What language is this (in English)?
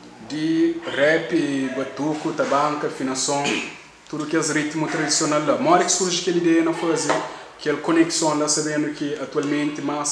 Kabuverdianu